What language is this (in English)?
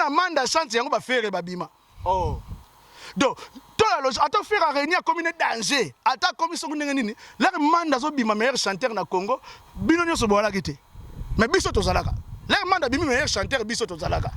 Lingala